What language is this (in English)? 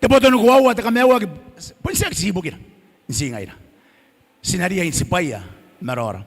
Gilbertese